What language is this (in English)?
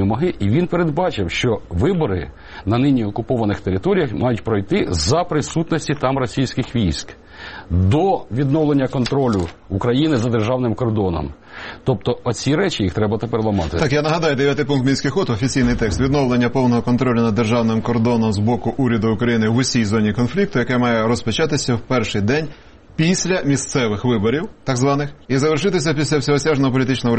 Ukrainian